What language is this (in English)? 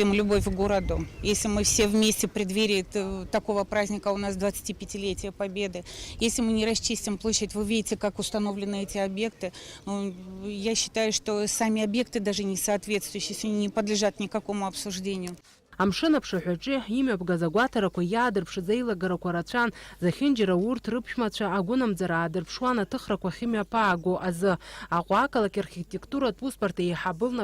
Abkhazian